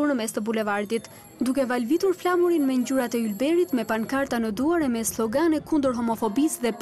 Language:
Albanian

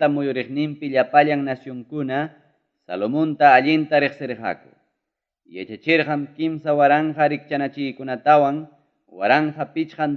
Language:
Ayacucho Quechua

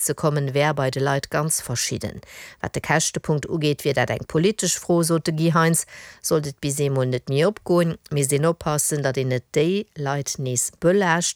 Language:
Luxembourgish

